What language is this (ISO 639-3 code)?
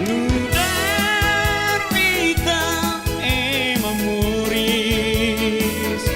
tet